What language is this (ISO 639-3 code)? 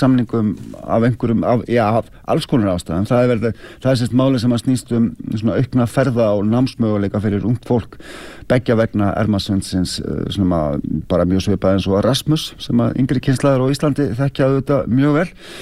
isl